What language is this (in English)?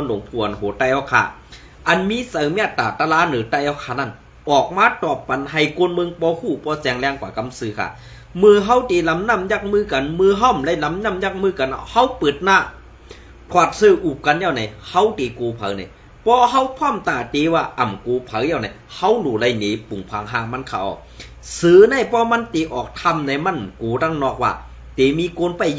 Shan